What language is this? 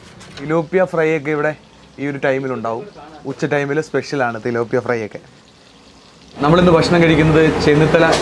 Malayalam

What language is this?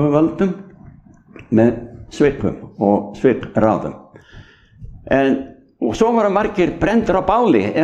Icelandic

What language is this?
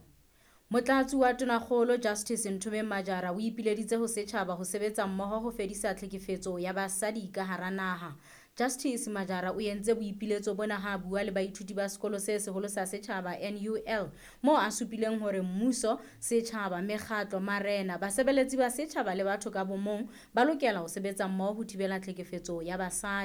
Southern Sotho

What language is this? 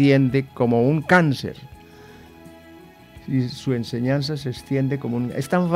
Spanish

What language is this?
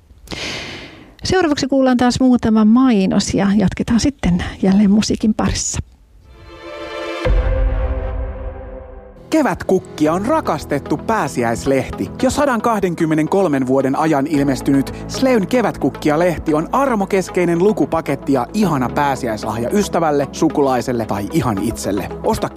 Finnish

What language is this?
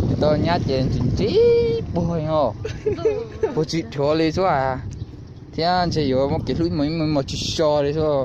Hmong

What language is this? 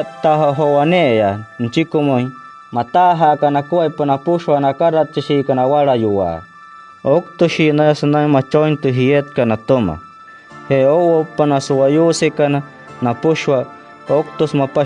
Wayuu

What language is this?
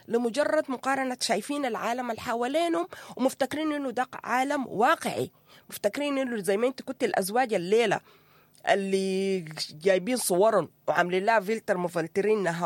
Sudanese Arabic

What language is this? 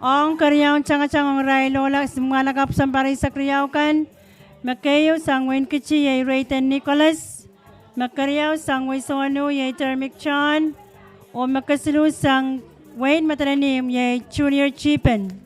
Pohnpeian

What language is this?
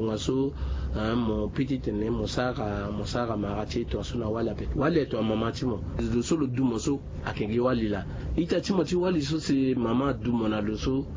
Sango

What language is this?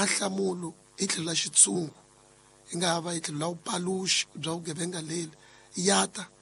Tsonga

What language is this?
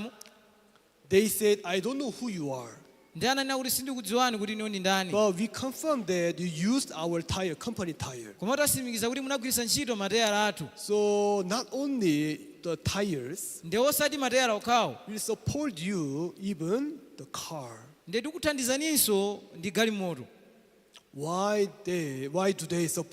Nyanja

